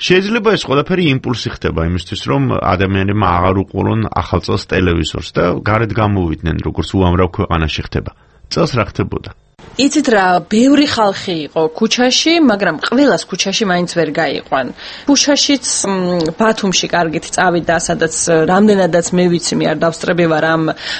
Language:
Georgian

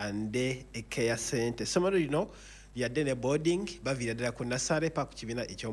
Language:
Ganda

